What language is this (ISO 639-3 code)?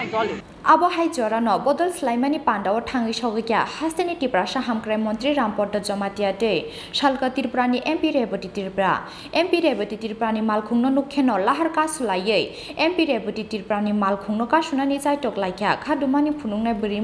trp